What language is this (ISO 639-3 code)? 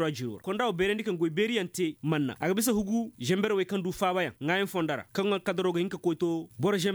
ses